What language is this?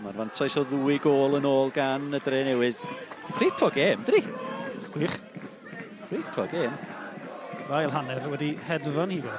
Welsh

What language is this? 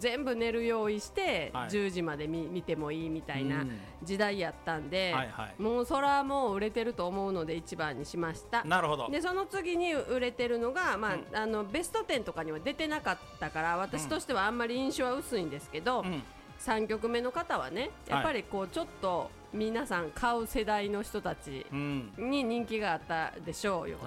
Japanese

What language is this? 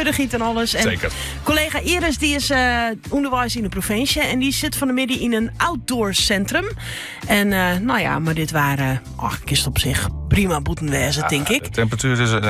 Western Frisian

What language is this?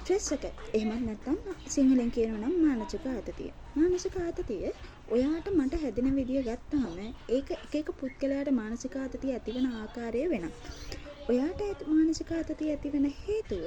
Sinhala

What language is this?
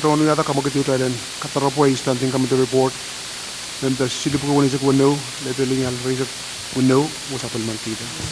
Pohnpeian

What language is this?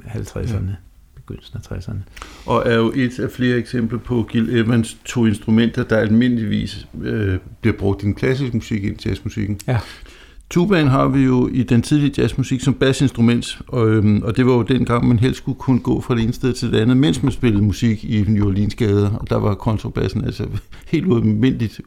Danish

